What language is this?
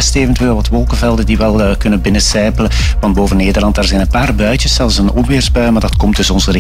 Dutch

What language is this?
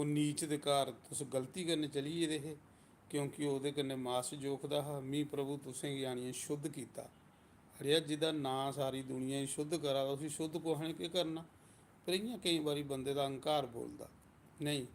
Dogri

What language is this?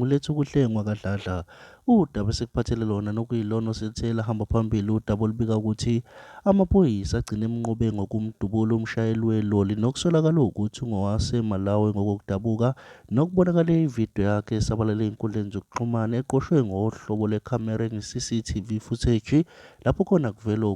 Zulu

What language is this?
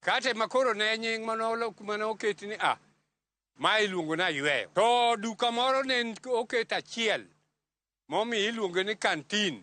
Luo (Kenya and Tanzania)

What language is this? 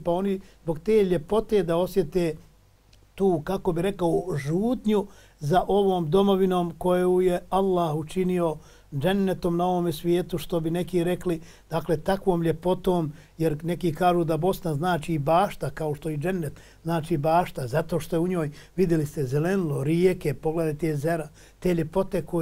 Bosnian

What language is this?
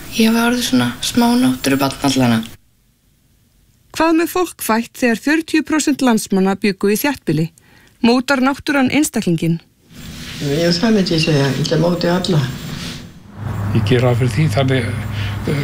Icelandic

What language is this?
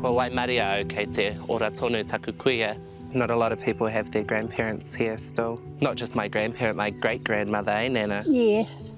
Māori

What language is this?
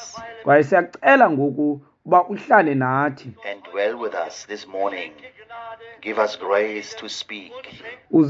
Xhosa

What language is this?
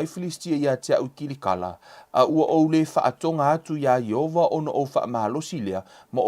Samoan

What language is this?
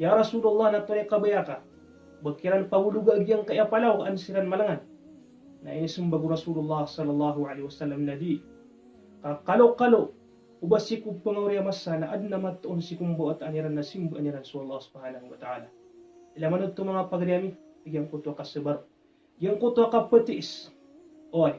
Maranao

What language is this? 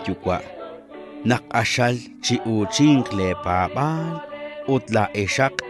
Kekchí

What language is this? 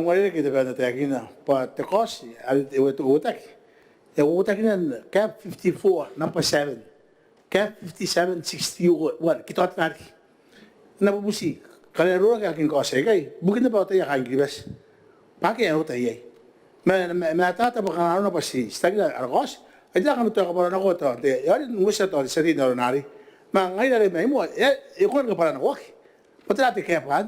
Gilbertese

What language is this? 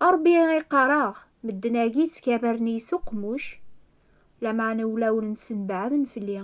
Kabyle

